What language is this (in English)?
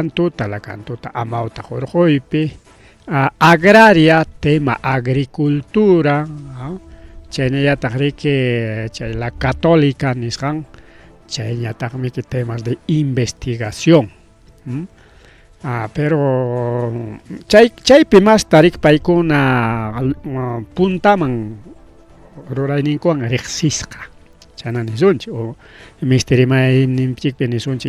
Ayacucho Quechua